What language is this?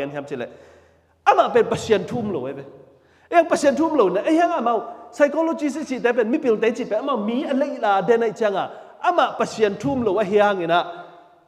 Tedim Chin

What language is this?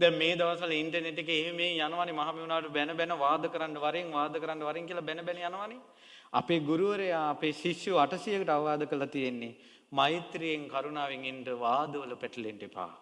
Sinhala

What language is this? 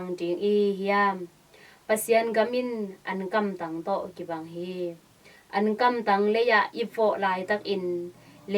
Tedim Chin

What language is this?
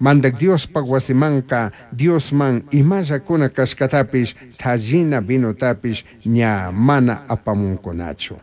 Chimborazo Highland Quichua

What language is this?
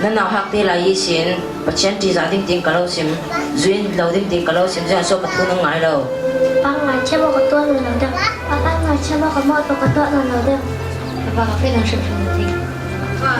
Falam Chin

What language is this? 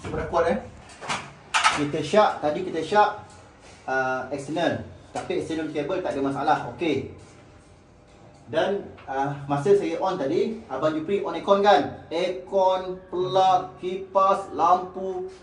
Malay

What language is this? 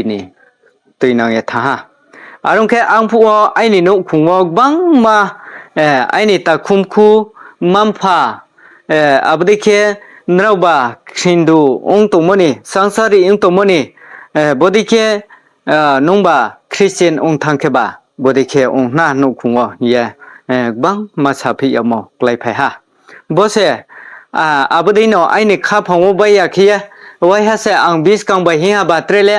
Riang (India)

